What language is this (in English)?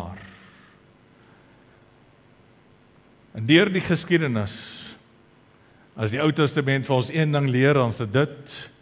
Afrikaans